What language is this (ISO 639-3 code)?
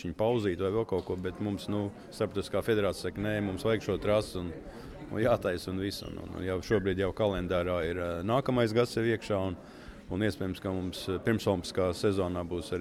lav